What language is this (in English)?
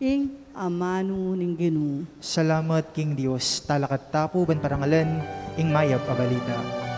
Pampanga